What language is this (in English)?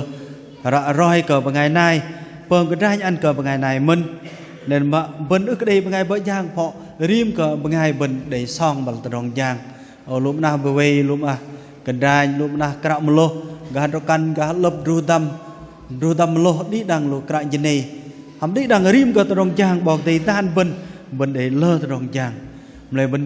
Bahnar